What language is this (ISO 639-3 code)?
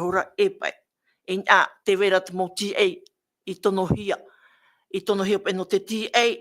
tah